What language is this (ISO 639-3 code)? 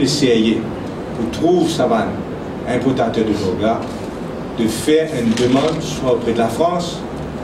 mfe